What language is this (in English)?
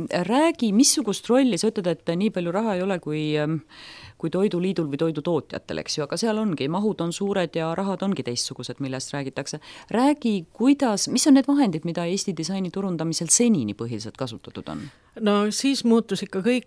Estonian